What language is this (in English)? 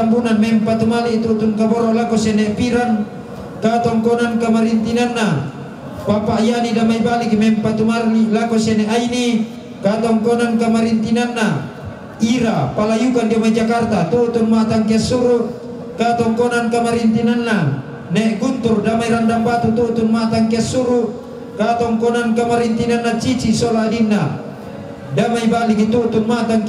Toraja-Sa'dan